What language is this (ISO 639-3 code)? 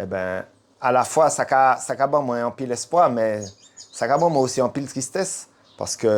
gcf